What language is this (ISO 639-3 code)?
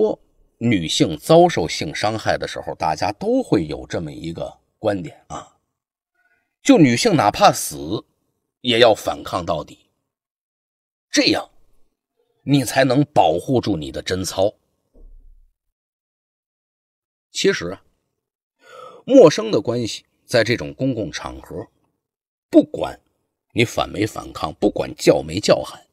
zho